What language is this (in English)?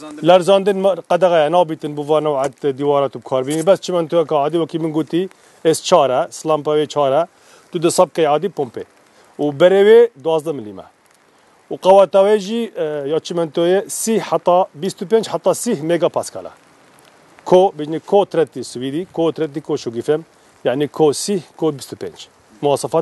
Kurdish